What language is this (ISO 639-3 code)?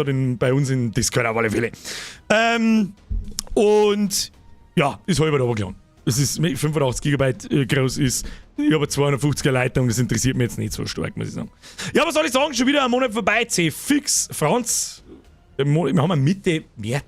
bar